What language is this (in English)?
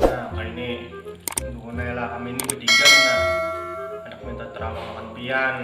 Banjar